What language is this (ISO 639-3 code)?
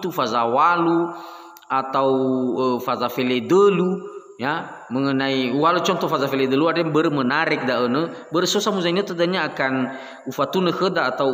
nia